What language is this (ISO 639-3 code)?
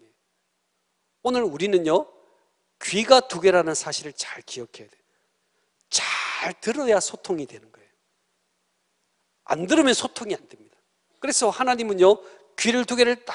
kor